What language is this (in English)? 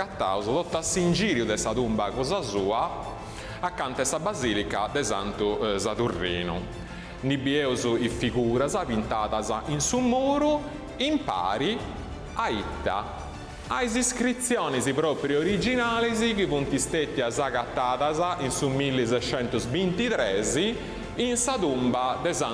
Sardinian